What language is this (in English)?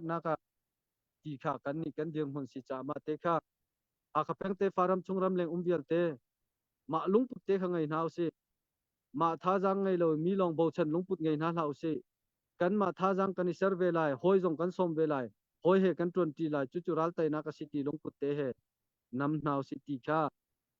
Hakha Chin